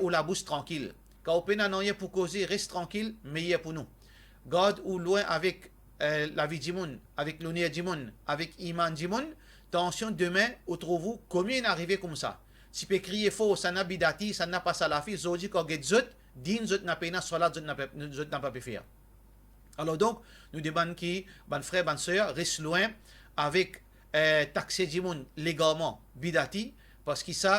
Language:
Morisyen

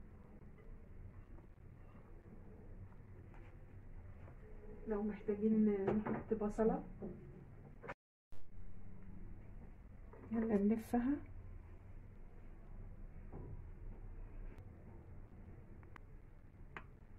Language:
Egyptian Arabic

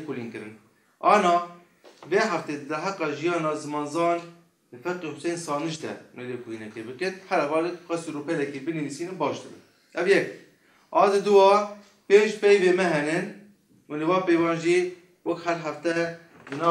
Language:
Kurdish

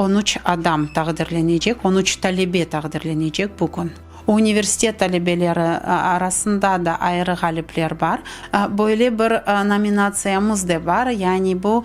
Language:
Crimean Tatar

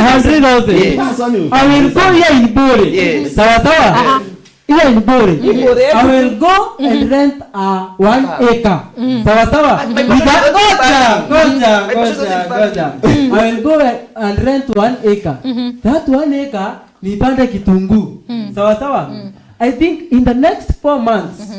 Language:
Meru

